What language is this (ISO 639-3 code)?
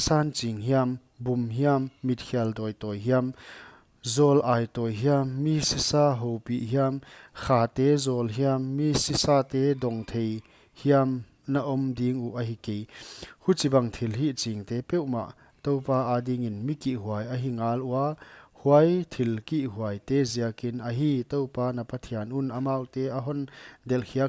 pck